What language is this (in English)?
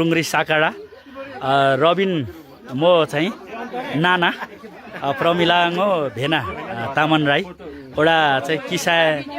Nepali